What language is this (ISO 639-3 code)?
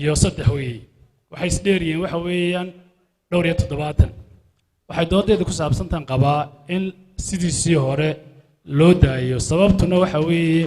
som